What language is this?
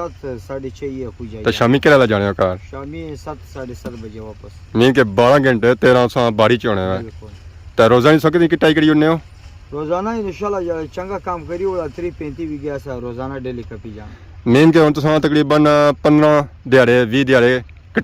Pahari-Potwari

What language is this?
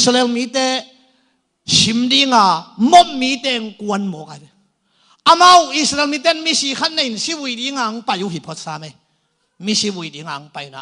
Tedim Chin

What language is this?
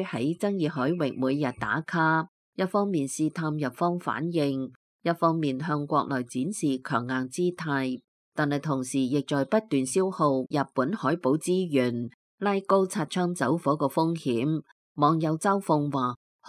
Cantonese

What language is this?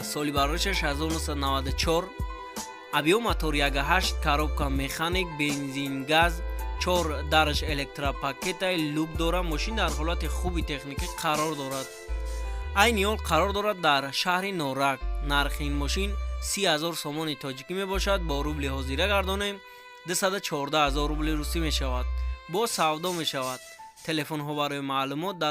Tajik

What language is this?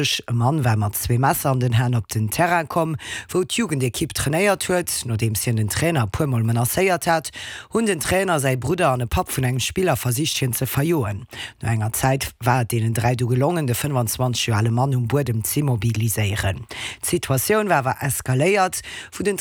Luxembourgish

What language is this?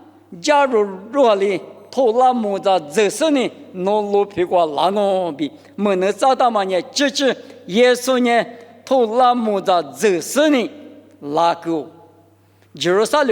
Lisu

